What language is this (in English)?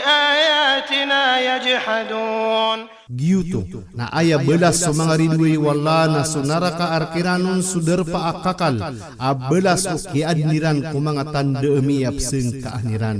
Maranao